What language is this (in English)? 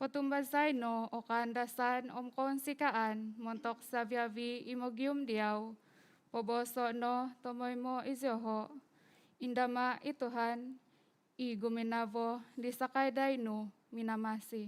Central Dusun